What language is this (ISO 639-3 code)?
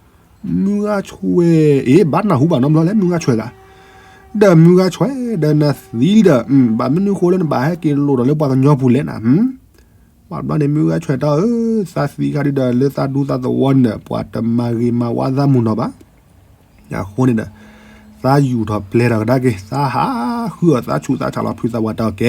ksw